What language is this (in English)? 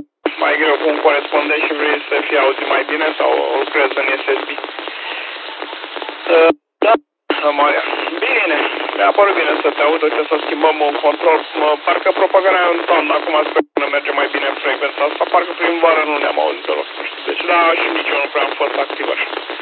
Romanian